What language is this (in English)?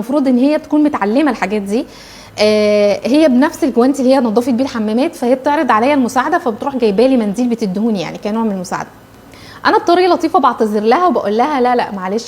Egyptian Arabic